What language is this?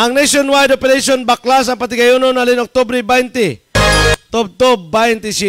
Hiligaynon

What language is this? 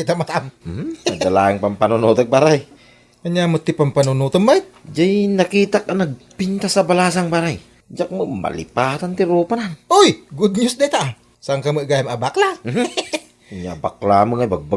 Iloko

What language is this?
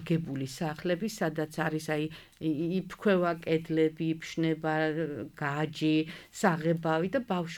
Georgian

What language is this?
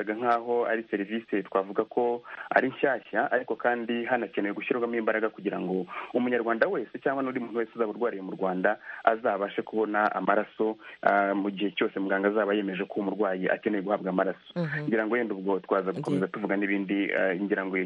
Kinyarwanda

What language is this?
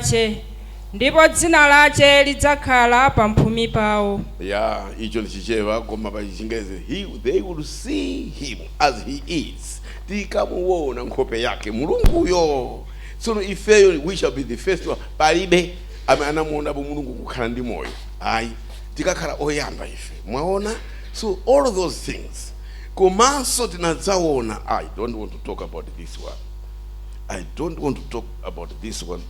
Nyanja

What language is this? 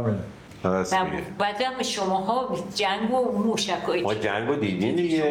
Persian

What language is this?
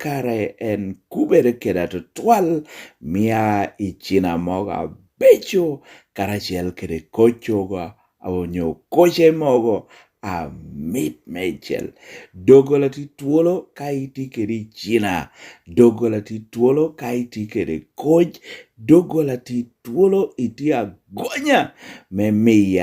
Lango (Uganda)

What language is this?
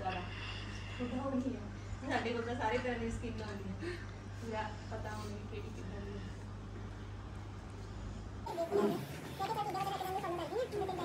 Punjabi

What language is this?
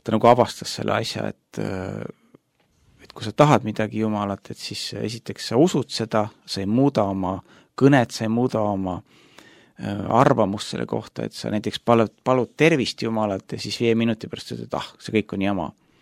Estonian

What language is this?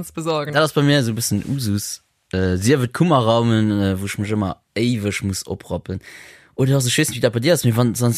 Luxembourgish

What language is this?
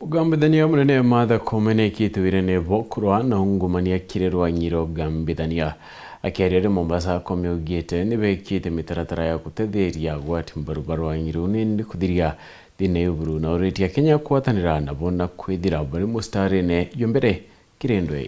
Meru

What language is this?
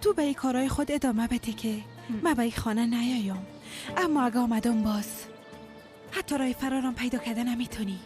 Persian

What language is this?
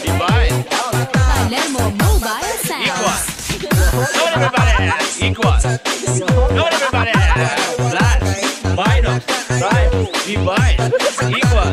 Cebuano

